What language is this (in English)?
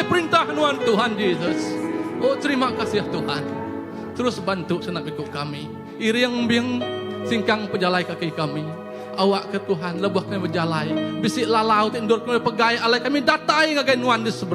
Iban